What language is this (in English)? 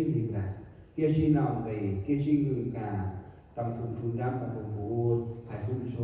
Central Mnong